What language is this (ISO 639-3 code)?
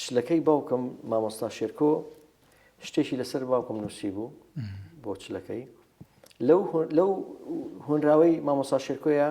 ckb